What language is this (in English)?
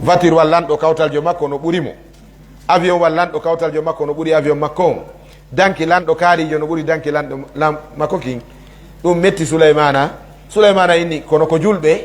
Fula